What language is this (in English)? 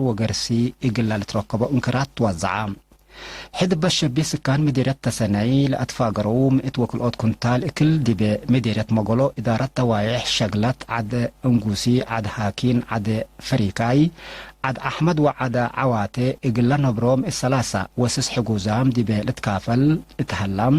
Tigre